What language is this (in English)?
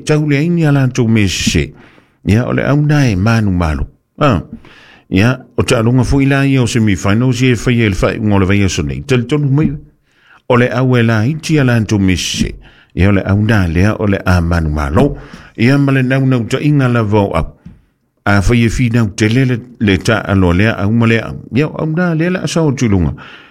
Samoan